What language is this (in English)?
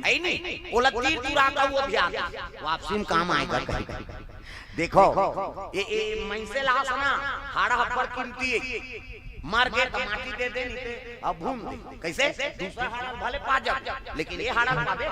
Chhattisgarhi